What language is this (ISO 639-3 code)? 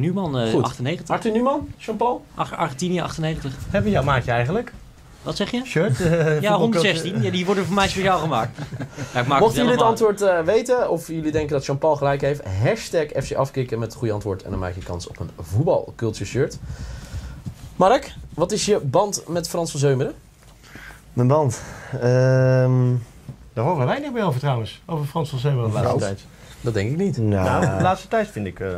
nld